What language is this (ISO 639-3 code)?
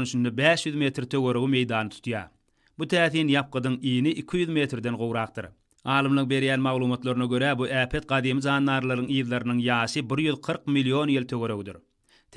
tuk